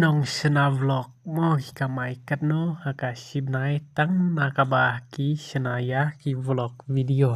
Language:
Khasi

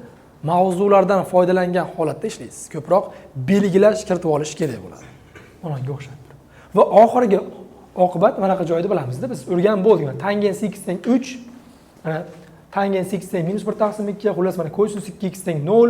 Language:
Uzbek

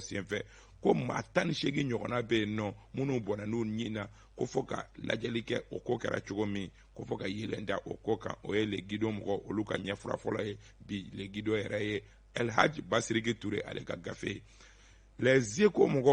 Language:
Bambara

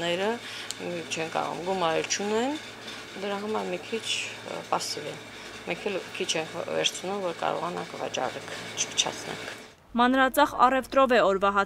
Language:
Armenian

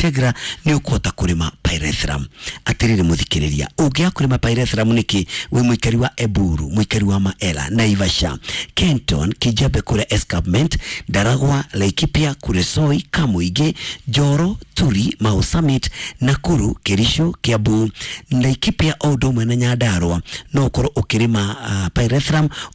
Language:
Kikuyu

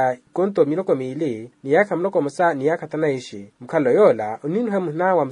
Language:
Makhuwa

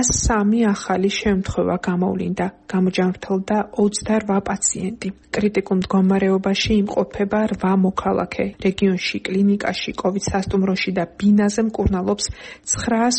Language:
Georgian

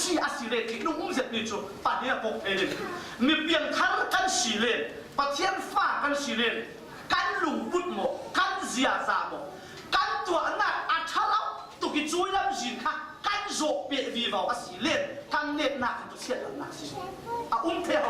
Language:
Falam Chin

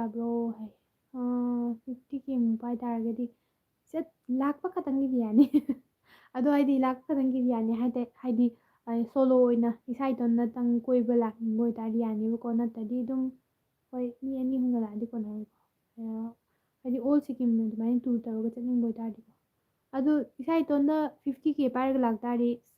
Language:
Manipuri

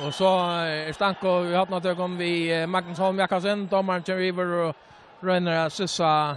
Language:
Faroese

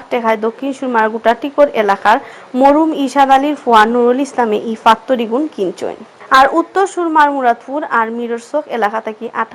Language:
Sylheti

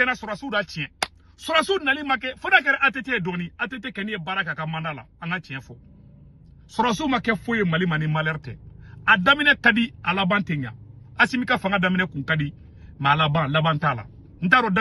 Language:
Bambara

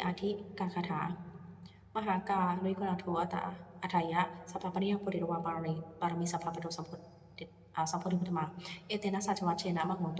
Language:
Pali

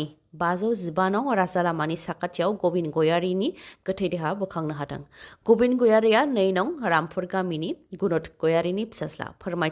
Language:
Bodo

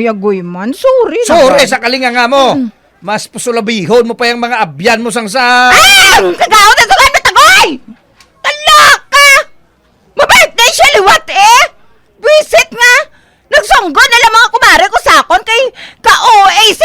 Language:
Hiligaynon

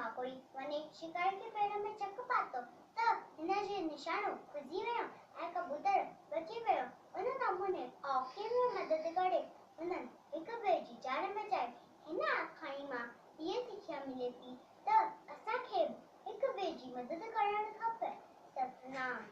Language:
Sindhi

